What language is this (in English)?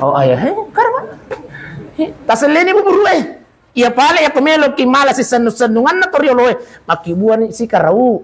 Buginese